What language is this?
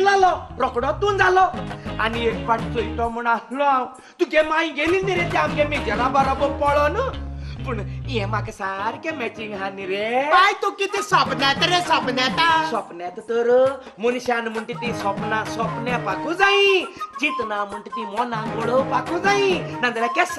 Konkani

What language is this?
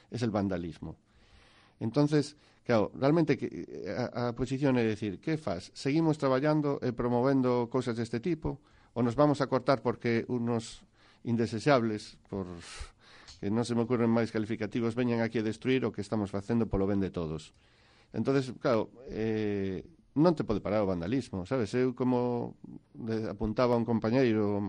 Galician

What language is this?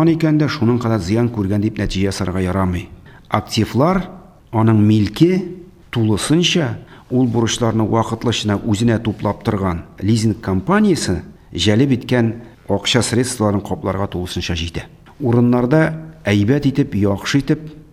Tatar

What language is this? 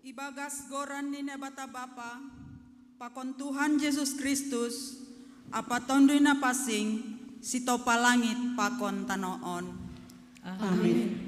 Batak Simalungun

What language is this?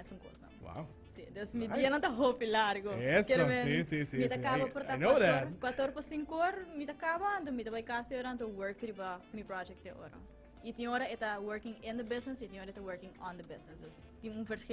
Papiamento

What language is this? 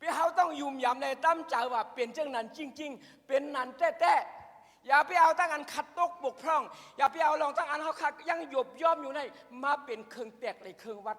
Shan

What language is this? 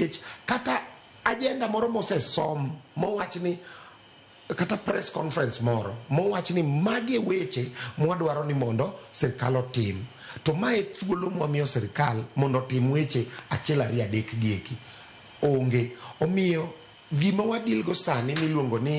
Luo (Kenya and Tanzania)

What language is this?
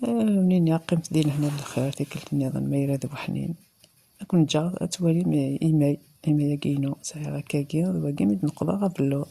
Kabyle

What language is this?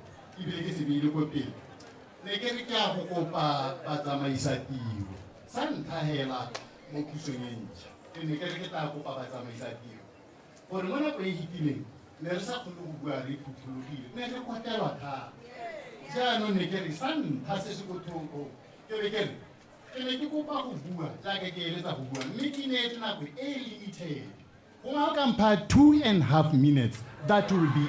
Tswana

